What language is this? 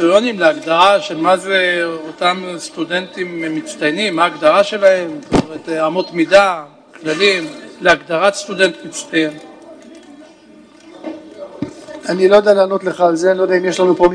Hebrew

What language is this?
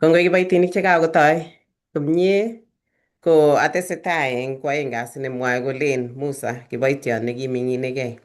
Kalenjin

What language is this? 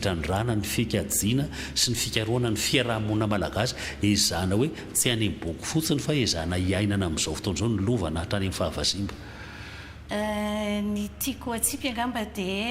Malagasy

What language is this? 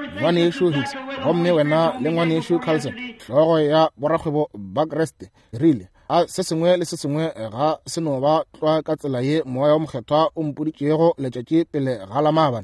Northern Sotho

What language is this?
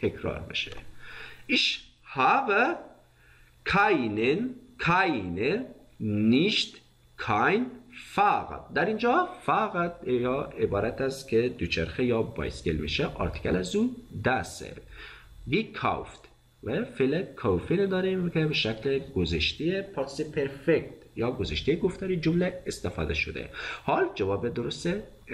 Persian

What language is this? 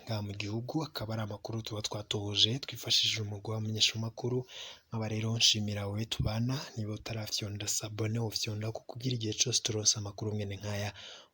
Rundi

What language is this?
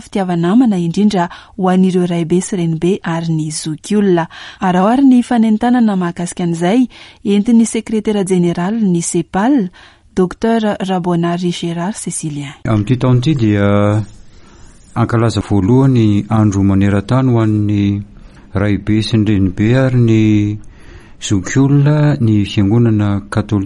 Malagasy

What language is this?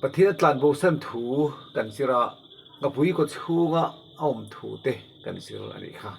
Mizo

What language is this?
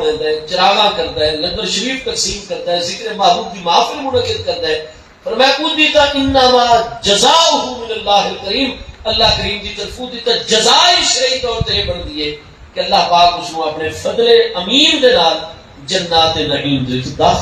Saraiki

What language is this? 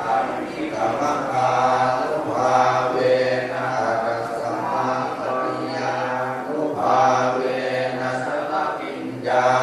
Pali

